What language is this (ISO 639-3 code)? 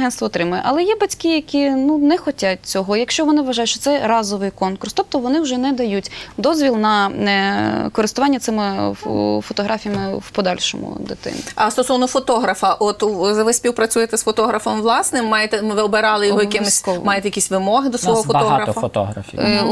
ukr